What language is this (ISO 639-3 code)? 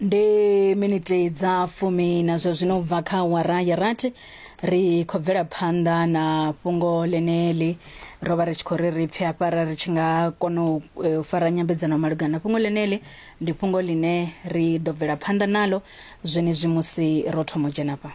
ven